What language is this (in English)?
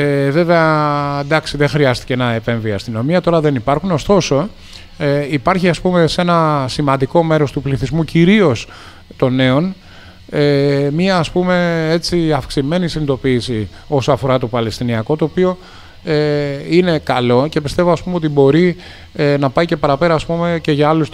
Greek